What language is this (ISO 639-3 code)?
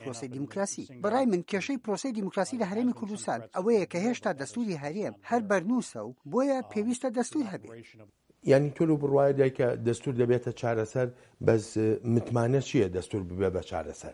ckb